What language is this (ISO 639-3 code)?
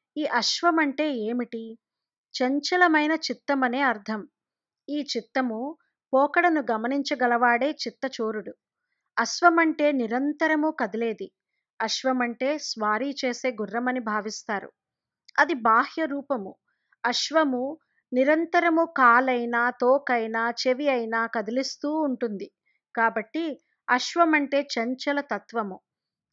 tel